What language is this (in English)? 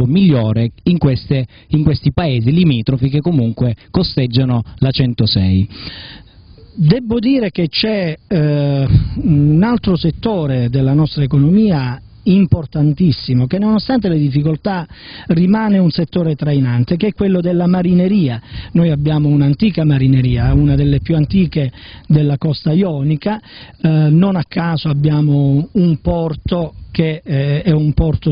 Italian